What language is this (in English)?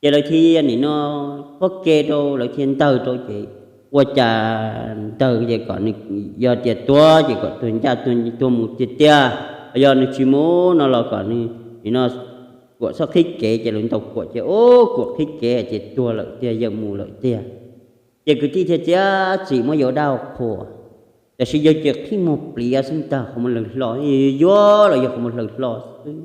Hmong